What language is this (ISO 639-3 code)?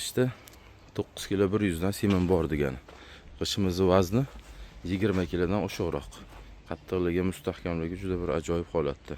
uzb